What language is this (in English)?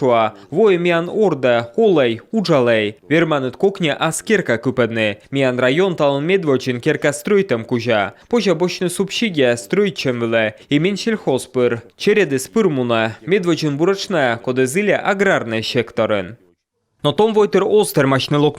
Komi